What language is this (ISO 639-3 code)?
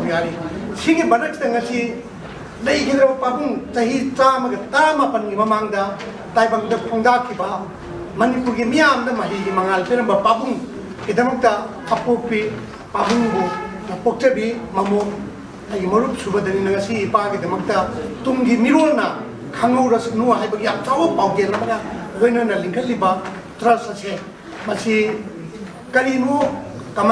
mni